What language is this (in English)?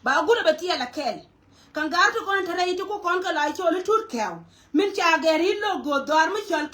Nuer